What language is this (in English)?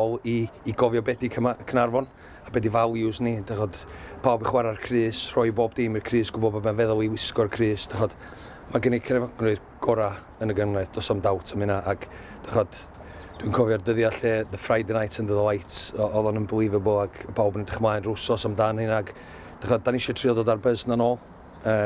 Welsh